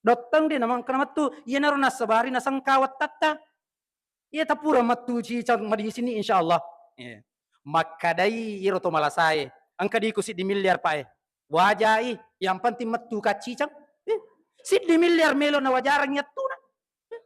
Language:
Buginese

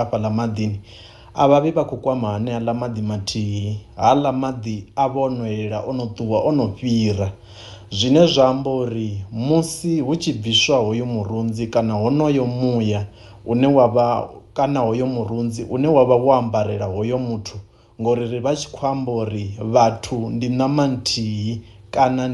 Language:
Venda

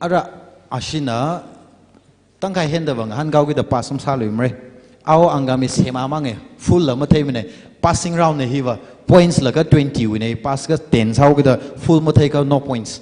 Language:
Tangkhul Naga (India)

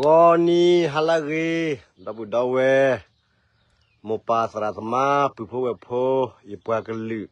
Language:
S'gaw Karen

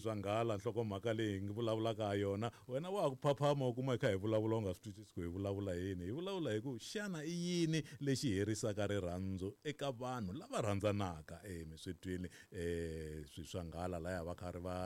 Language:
Tsonga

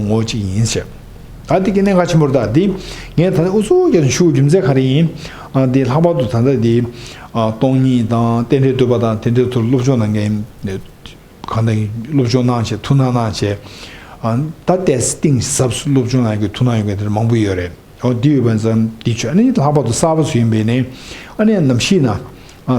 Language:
Tibetan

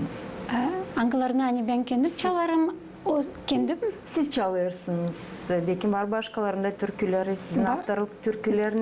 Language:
Gagauz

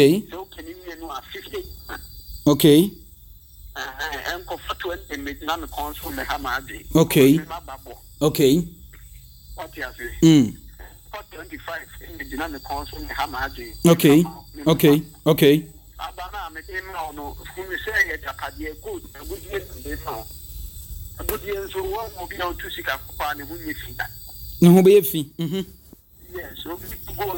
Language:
Akan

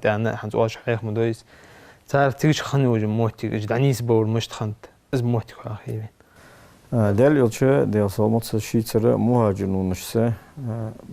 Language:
Ingush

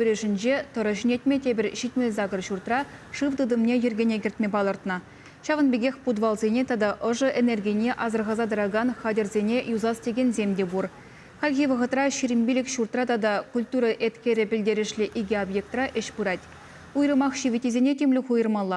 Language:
Chuvash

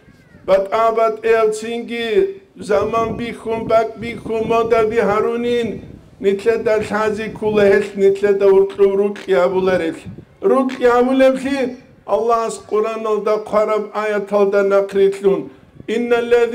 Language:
Avaric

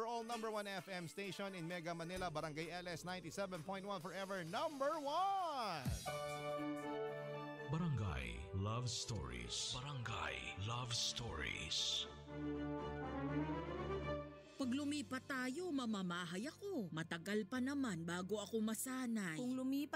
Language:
Filipino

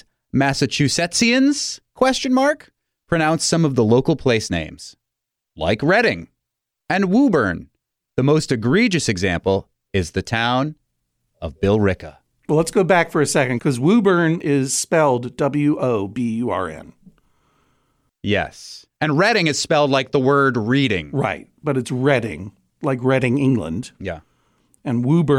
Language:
English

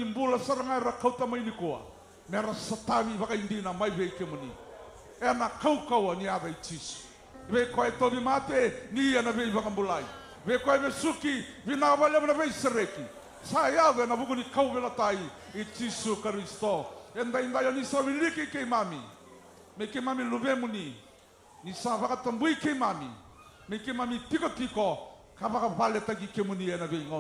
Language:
Fijian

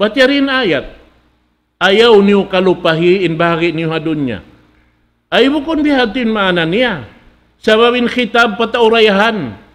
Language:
Tausug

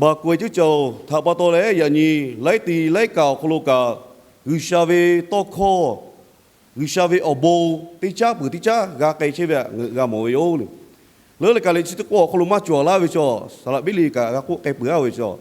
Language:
Lahu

